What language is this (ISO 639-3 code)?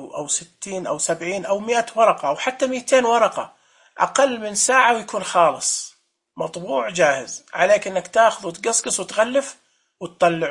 ars